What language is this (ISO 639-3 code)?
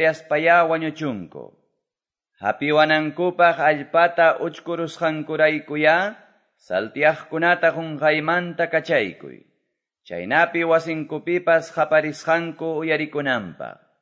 que